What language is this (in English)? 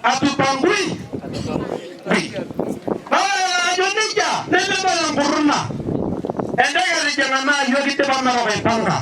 Masai